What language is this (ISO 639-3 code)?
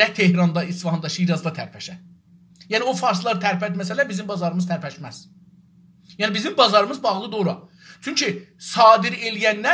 azb